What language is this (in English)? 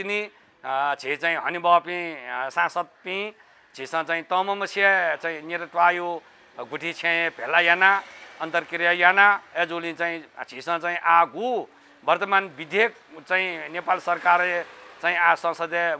Newari